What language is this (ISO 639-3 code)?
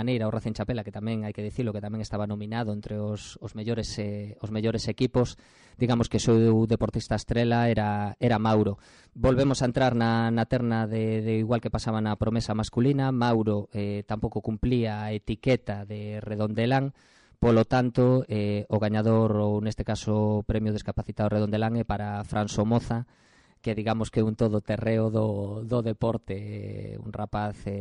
glg